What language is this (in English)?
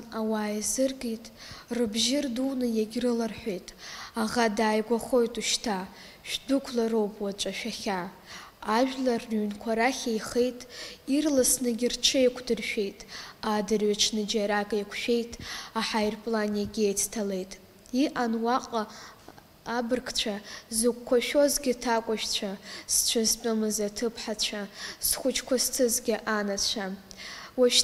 Abkhazian